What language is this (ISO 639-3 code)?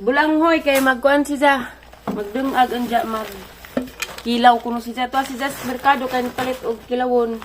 ceb